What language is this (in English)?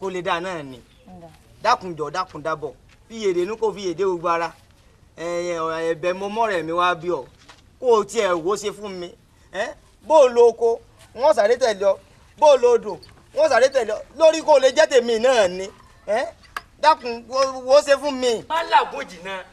Yoruba